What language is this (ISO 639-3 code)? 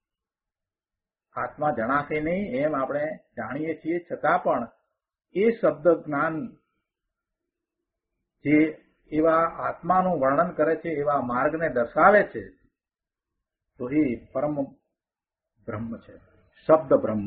guj